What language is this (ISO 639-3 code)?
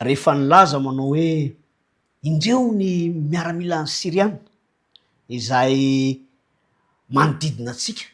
mlg